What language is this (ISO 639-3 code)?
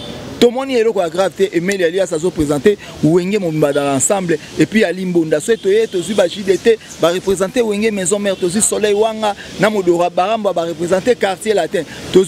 lin